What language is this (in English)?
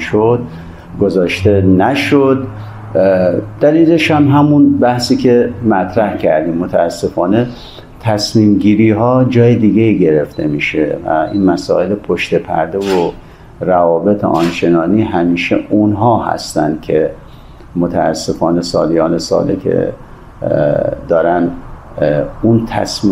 Persian